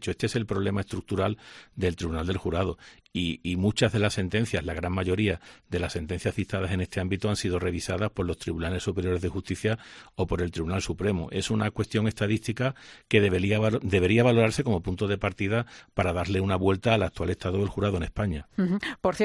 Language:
Spanish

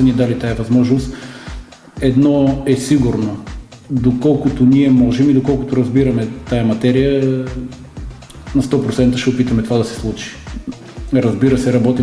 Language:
Bulgarian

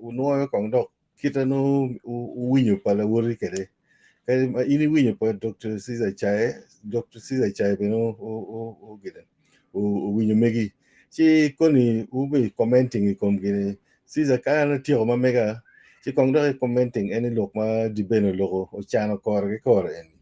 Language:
Acoli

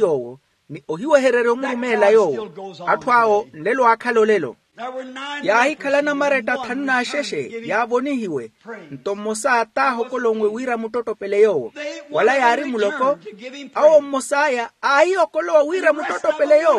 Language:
Makhuwa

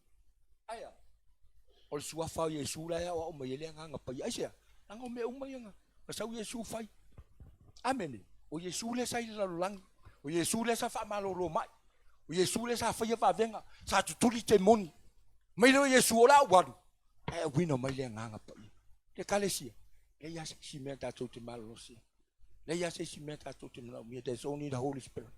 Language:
Samoan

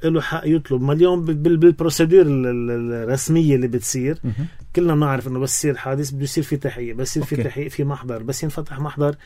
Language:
North Levantine Arabic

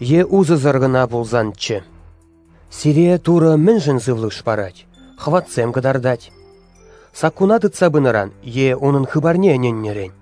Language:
Chuvash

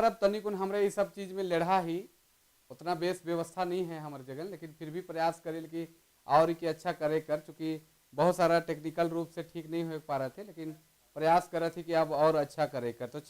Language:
Sadri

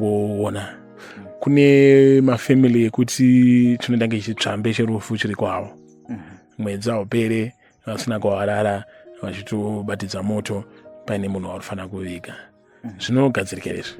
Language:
Shona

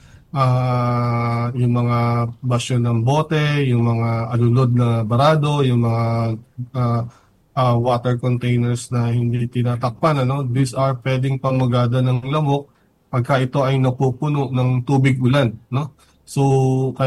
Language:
Filipino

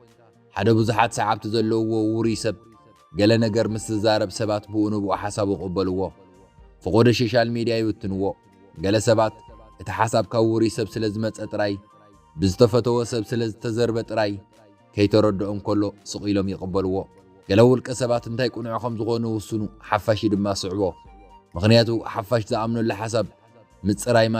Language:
Tigrinya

